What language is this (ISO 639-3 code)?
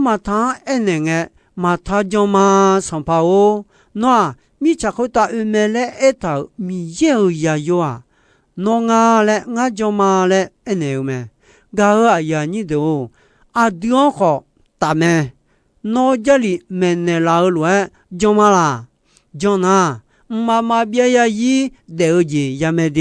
ahk